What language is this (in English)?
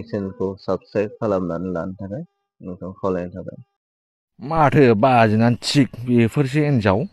Bodo